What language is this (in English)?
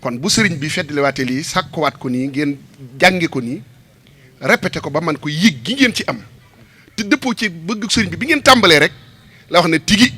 Wolof